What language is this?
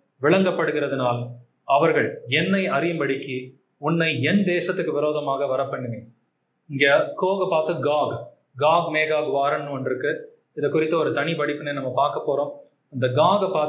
Tamil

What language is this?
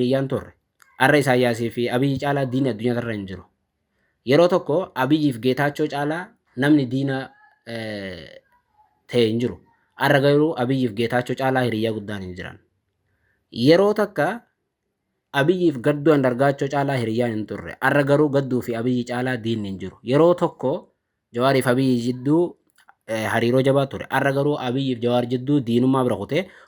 Oromo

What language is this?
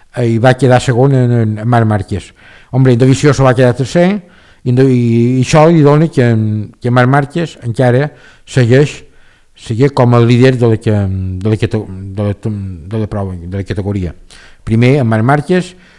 Catalan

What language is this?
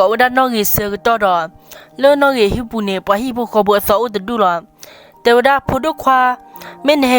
S'gaw Karen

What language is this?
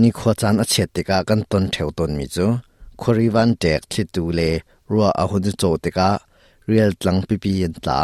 Hakha Chin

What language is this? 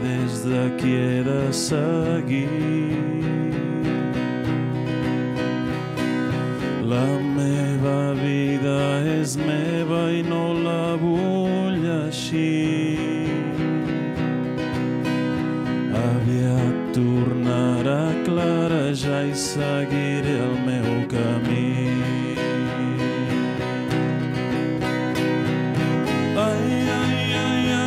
Catalan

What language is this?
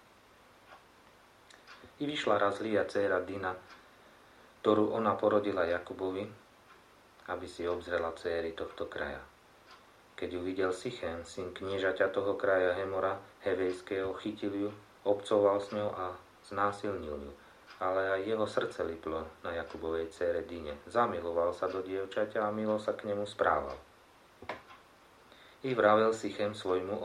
Slovak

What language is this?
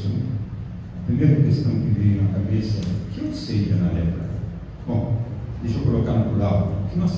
Portuguese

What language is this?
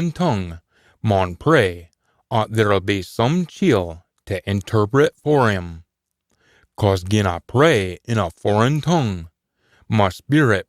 Scots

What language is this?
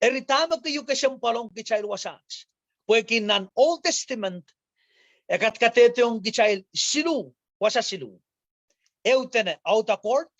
Pohnpeian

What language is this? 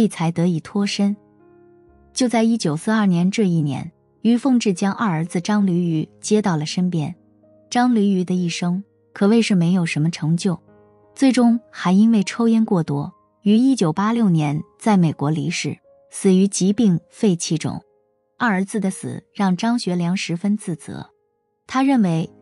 Chinese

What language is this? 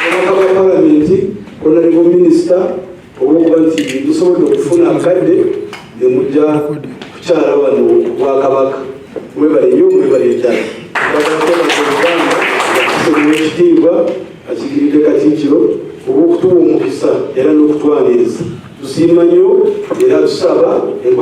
Ganda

